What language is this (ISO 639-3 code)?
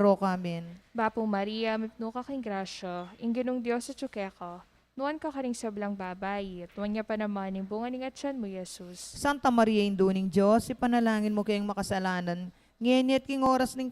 pam